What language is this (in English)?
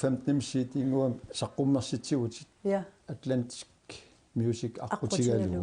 Kalaallisut